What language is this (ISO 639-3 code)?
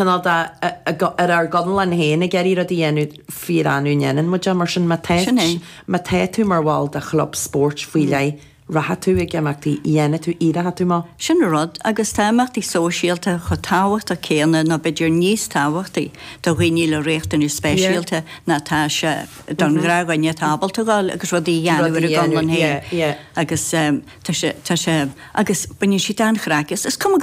gle